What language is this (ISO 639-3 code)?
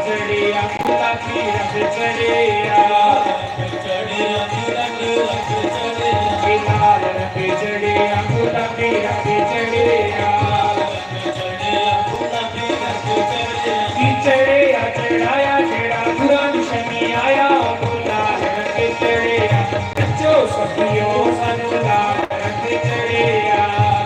doi